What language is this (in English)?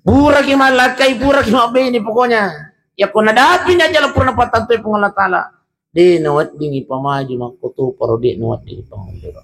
Buginese